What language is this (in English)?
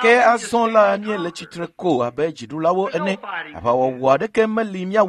Ewe